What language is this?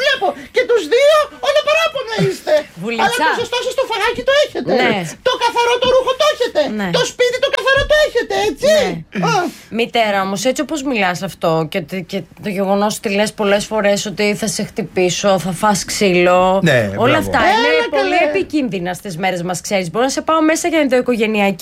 Greek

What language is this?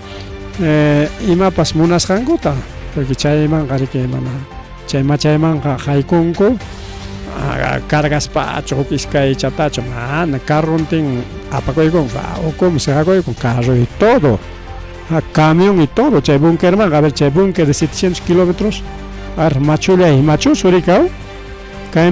Ayacucho Quechua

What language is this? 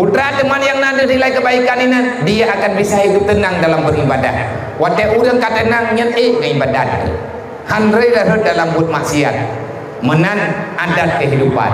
Achinese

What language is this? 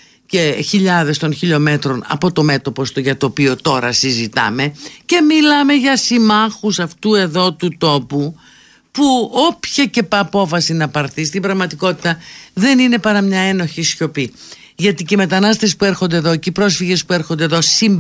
Greek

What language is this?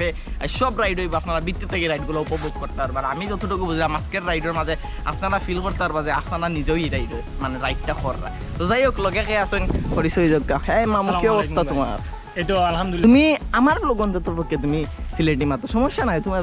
Sylheti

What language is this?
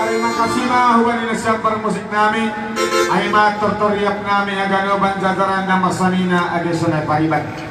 Batak Simalungun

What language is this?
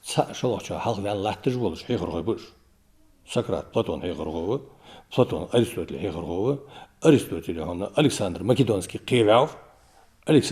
Ingush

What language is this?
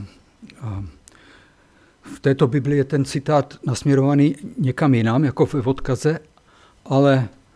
Czech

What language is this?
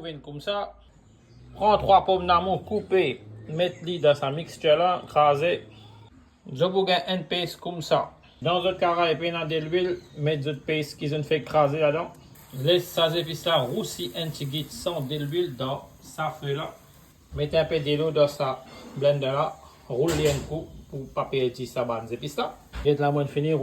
Morisyen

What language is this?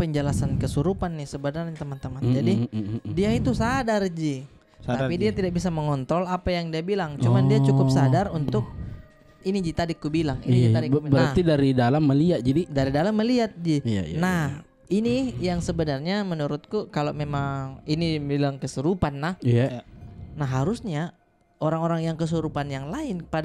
Makassar Malay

